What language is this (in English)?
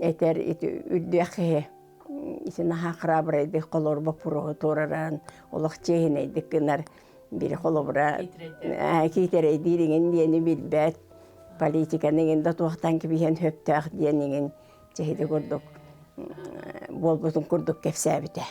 Yakut